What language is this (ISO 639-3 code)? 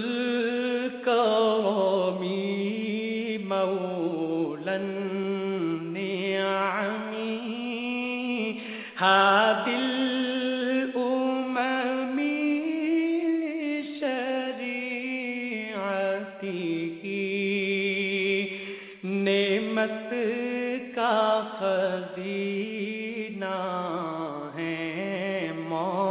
urd